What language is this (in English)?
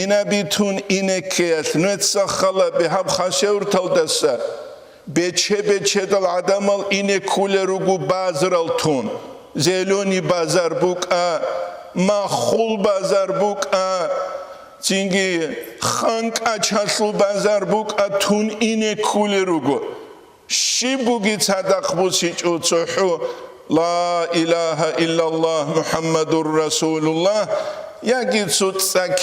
Avaric